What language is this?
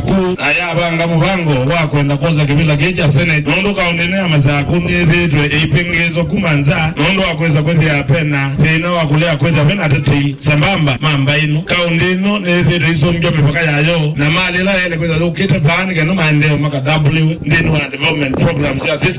Kamba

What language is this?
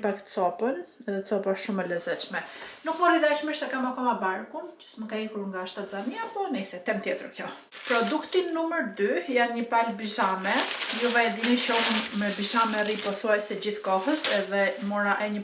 Albanian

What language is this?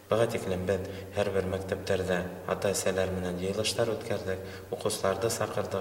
Bashkir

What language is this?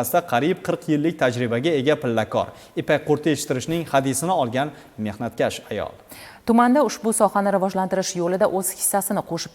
Uzbek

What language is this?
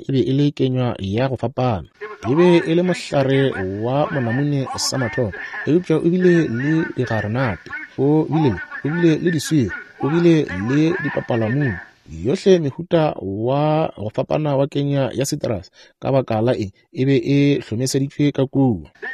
Northern Sotho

